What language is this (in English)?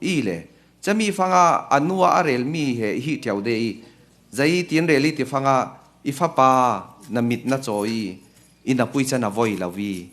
Falam Chin